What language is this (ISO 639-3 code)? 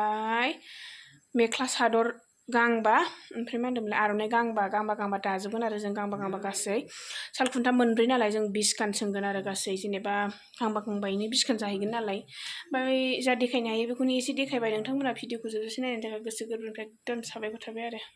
brx